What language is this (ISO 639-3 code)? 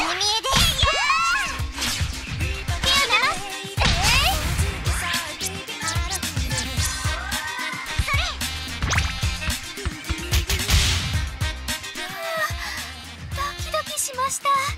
jpn